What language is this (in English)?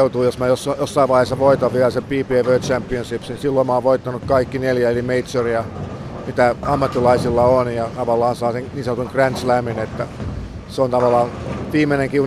Finnish